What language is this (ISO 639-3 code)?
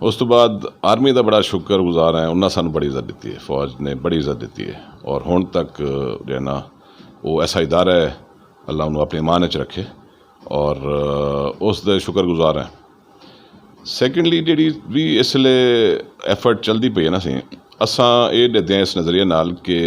skr